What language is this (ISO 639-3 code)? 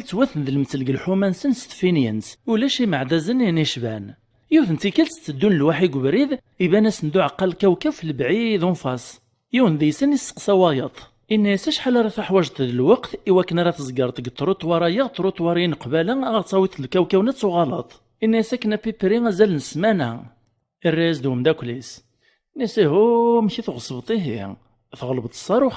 kab